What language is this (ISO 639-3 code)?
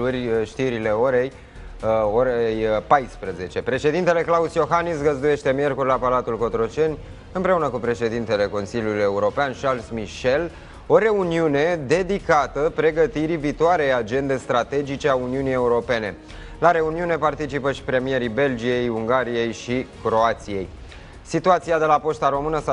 ron